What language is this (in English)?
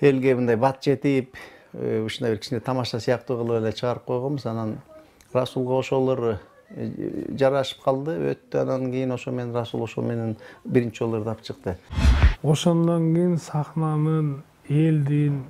Kyrgyz